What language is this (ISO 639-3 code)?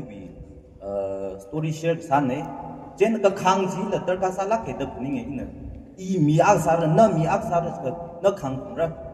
nmf